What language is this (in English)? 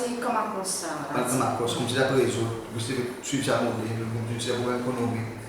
Seselwa Creole French